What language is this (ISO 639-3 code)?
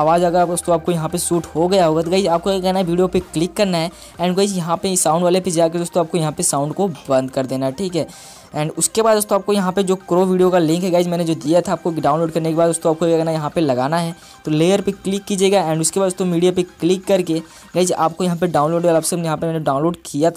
hin